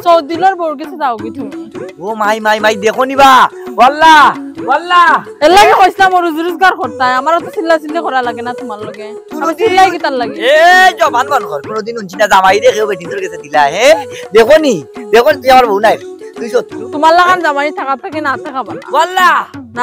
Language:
Sylheti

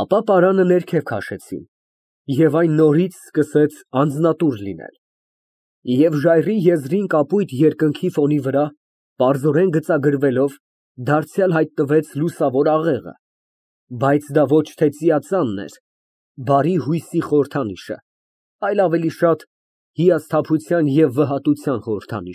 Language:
Armenian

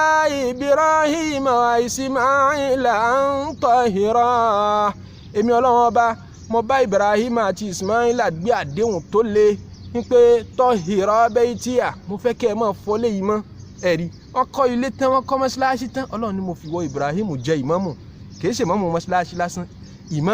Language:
Yoruba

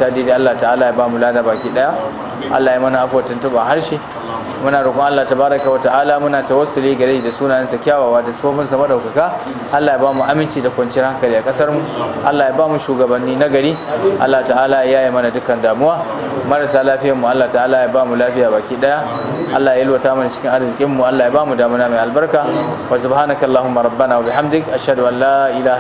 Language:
Hausa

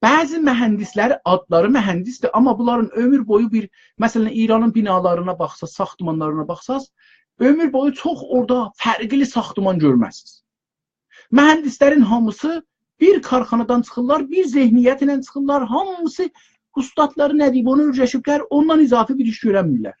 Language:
South Azerbaijani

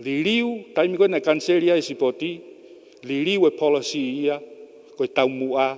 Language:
Tongan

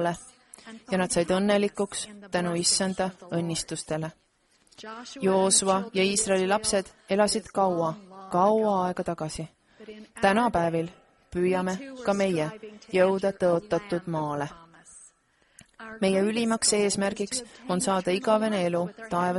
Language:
Estonian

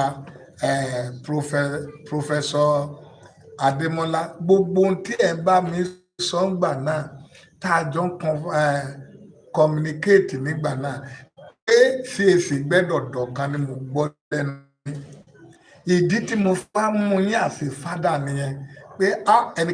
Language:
Yoruba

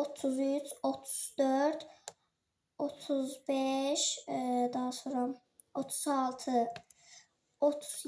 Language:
Azerbaijani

